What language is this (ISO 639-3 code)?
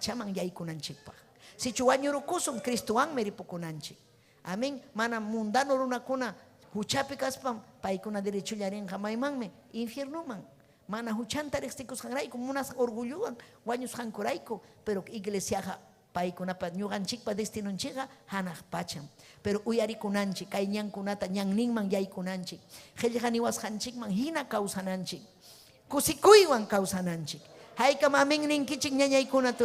quy